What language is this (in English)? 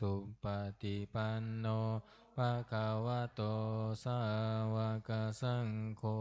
Pali